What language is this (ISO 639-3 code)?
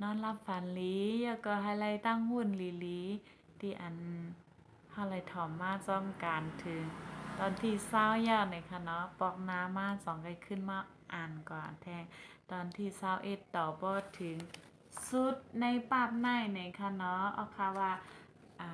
shn